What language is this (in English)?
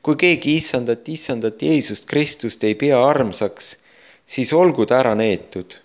Estonian